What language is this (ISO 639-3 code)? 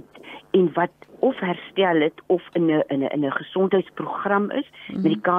afr